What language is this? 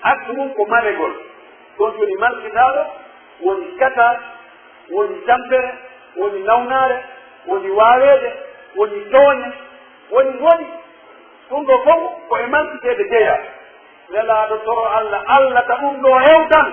Pular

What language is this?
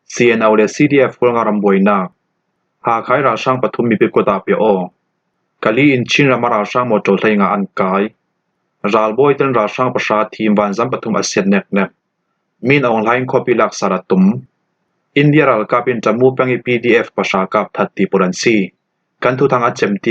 Falam Chin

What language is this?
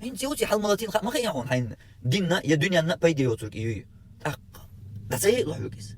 Chechen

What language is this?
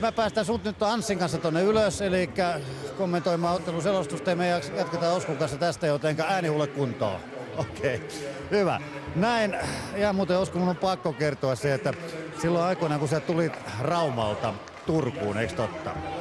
Finnish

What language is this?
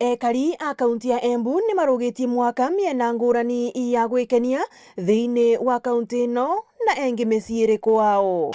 Meru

